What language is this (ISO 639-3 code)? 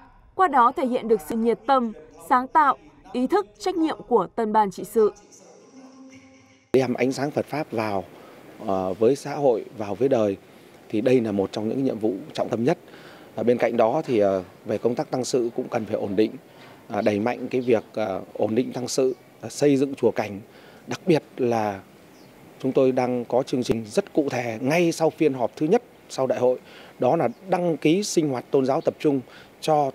vie